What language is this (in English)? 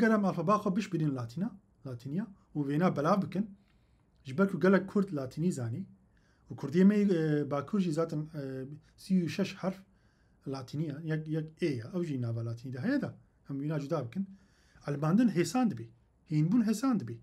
Kurdish